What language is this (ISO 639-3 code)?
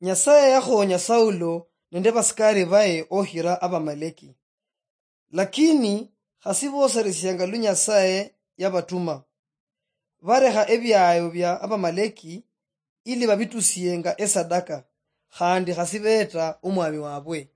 luy